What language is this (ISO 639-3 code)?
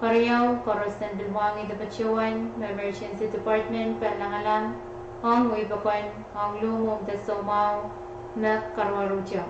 pon